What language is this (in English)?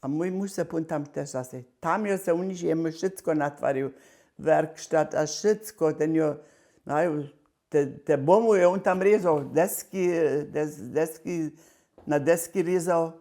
Upper Sorbian